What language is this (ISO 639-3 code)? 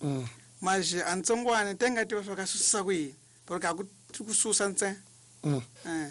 tso